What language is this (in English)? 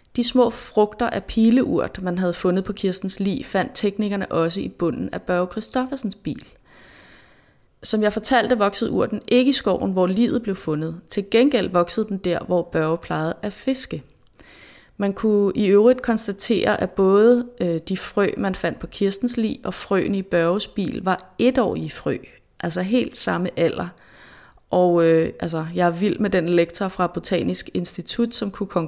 Danish